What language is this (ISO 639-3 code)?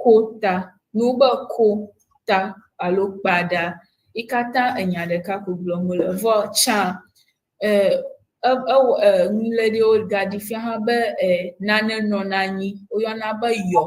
ewe